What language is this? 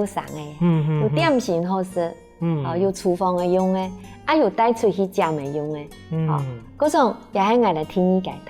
Hakka Chinese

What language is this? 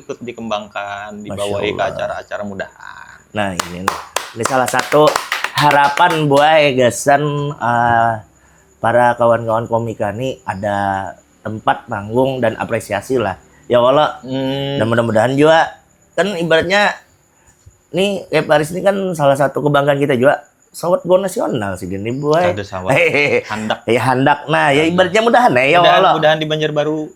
Banjar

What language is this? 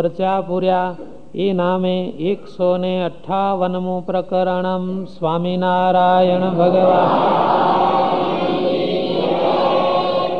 Gujarati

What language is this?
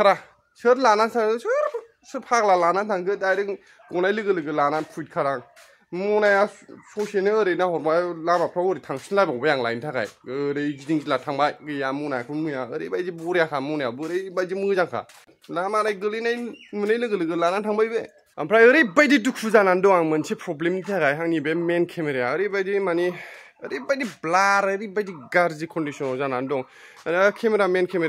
Bodo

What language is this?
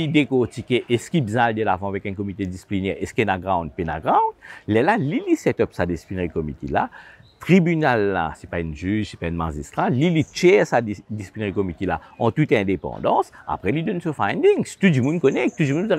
Morisyen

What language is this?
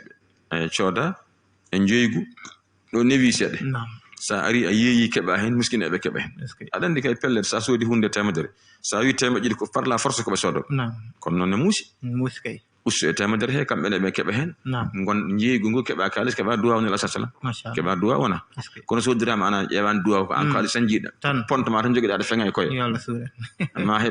Fula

